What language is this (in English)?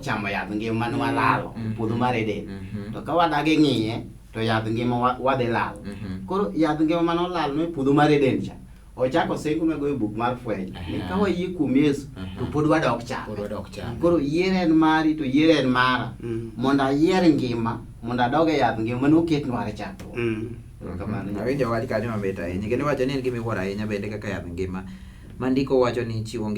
Luo (Kenya and Tanzania)